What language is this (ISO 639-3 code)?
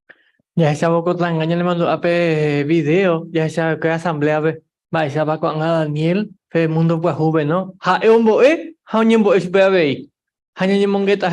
grn